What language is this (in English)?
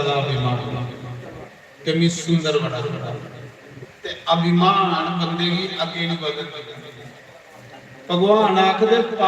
Dogri